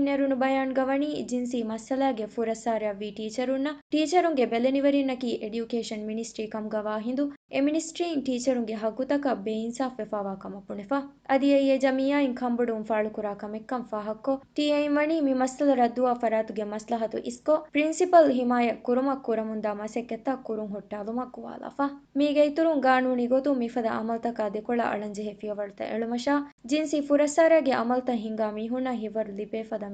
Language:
Divehi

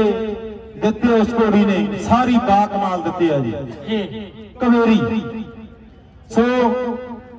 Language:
Punjabi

